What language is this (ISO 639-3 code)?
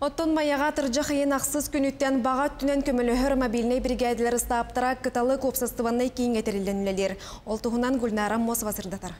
sah